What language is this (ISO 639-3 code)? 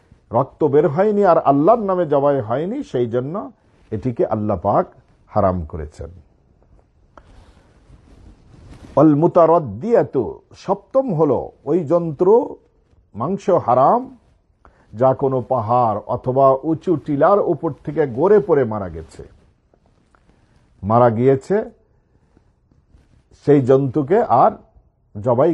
ben